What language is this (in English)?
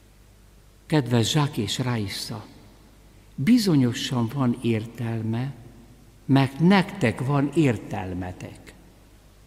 Hungarian